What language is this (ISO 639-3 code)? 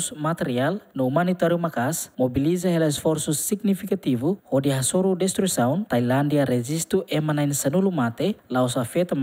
tet